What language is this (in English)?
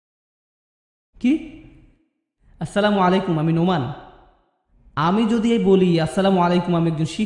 Bangla